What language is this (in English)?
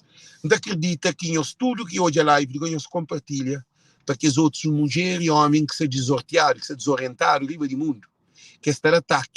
Kabuverdianu